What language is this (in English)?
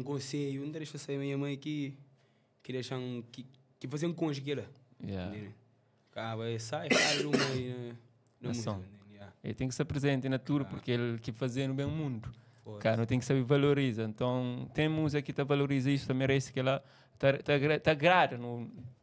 Kabuverdianu